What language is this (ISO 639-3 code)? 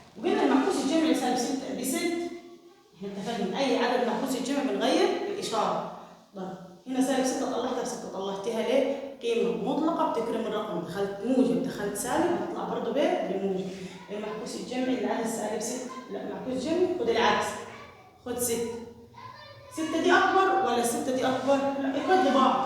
arz